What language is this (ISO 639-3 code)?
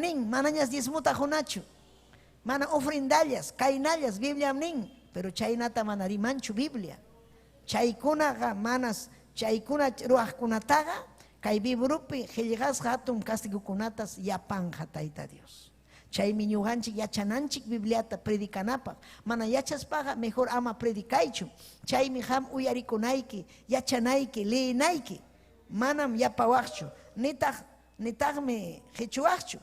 quy